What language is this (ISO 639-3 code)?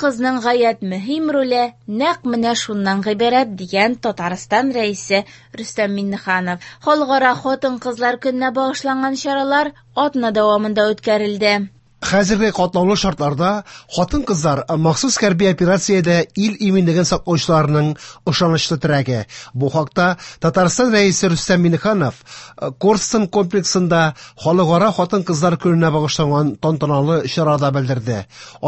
tat